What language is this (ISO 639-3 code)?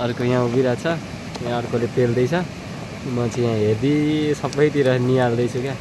nep